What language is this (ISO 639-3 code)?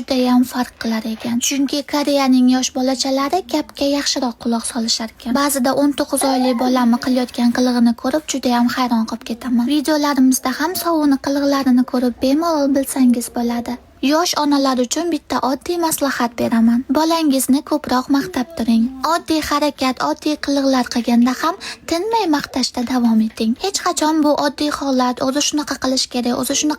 uzb